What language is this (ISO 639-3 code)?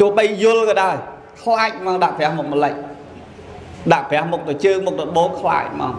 khm